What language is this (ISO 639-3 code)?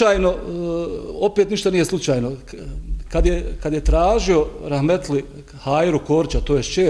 bos